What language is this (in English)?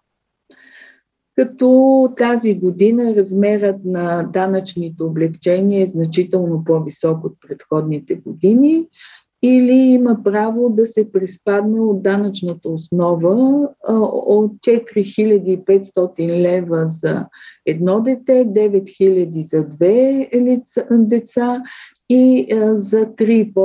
Bulgarian